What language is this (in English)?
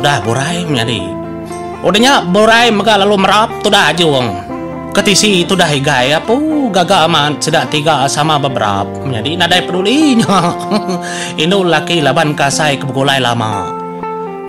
Iban